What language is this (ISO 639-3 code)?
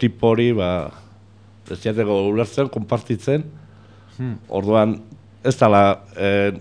eus